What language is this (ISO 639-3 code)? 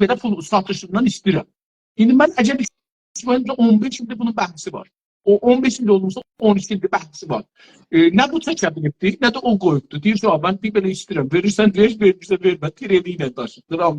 azb